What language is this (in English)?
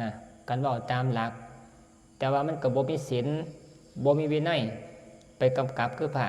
Northeastern Thai